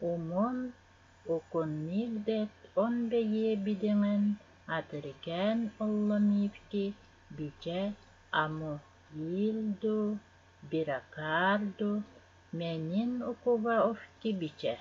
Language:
Evenki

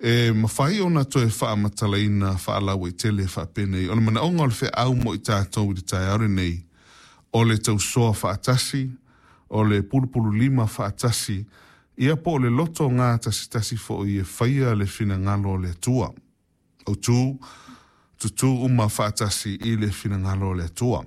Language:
Samoan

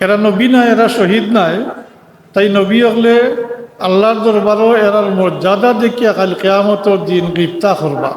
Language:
Sylheti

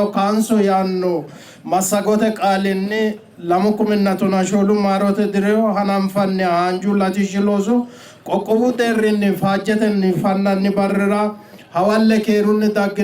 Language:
Sidamo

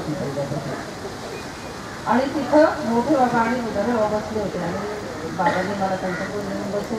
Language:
Marathi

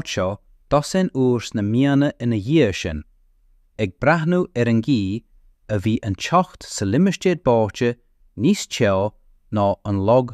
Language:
Irish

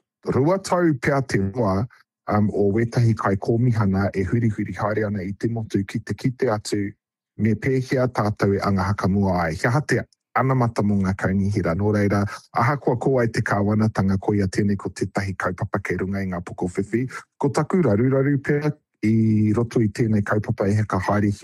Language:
Māori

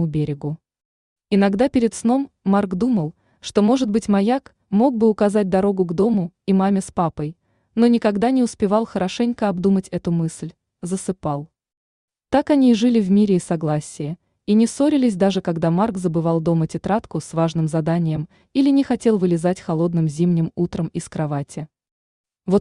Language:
Russian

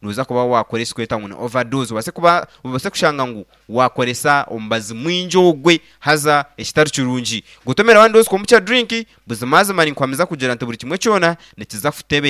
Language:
Nyankole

